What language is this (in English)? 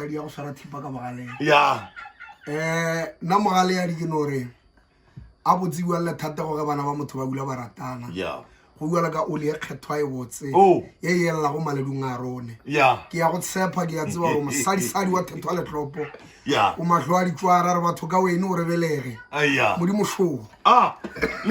Northern Sotho